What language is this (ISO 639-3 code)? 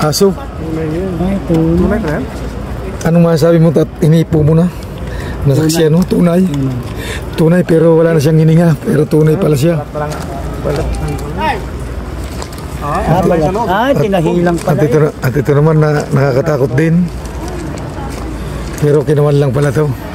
fil